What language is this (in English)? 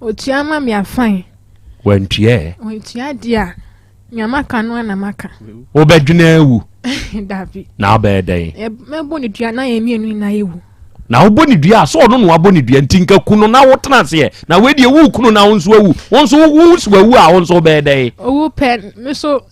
Akan